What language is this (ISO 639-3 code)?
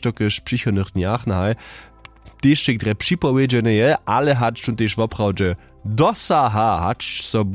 hsb